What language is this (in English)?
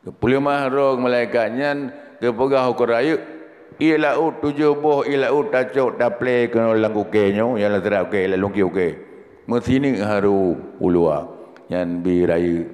Achinese